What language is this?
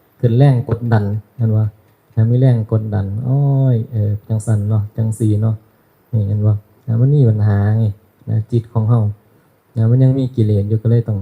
Northeastern Thai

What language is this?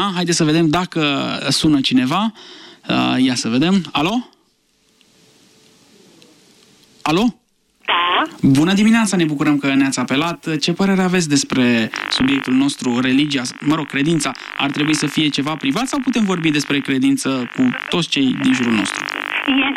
Romanian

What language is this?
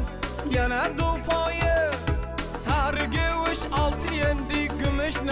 Kara-Kalpak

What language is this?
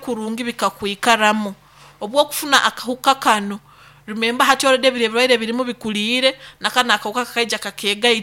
Nyoro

